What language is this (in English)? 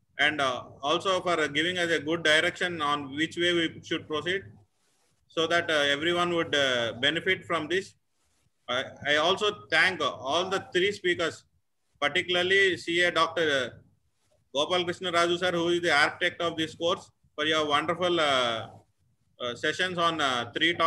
English